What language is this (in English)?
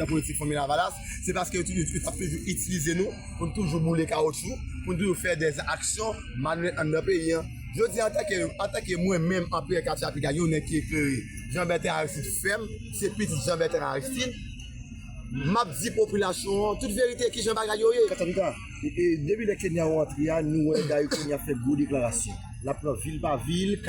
Haitian Creole